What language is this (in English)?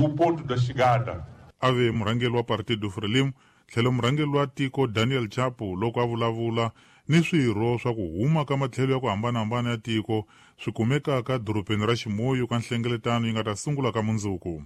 Tsonga